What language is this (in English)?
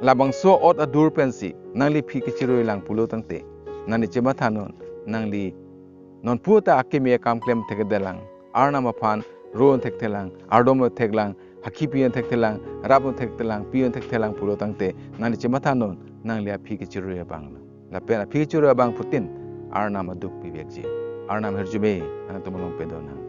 Karbi